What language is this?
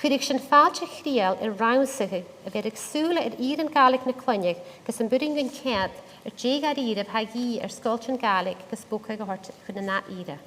Scottish Gaelic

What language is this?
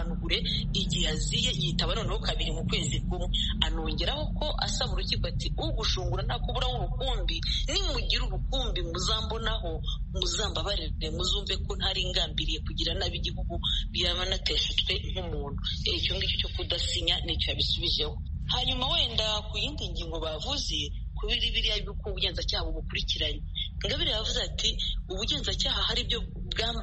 Kinyarwanda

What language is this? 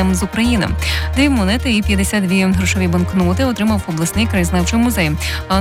Ukrainian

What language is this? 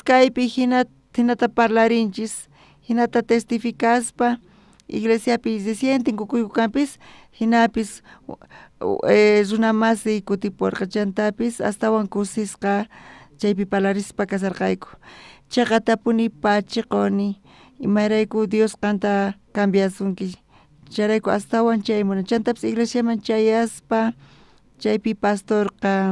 South Bolivian Quechua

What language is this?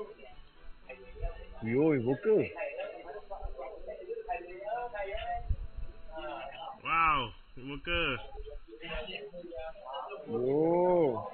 Malay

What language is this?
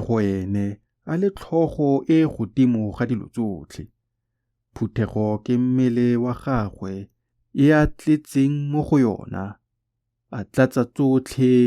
Tswana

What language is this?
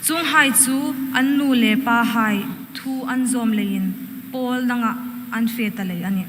Hmar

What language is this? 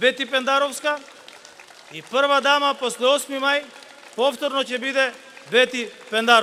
Macedonian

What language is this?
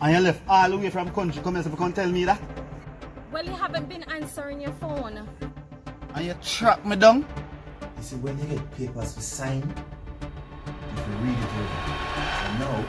Jamaican Creole English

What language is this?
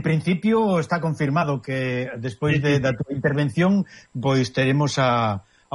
Galician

